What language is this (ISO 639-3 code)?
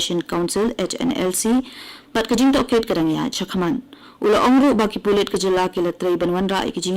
kha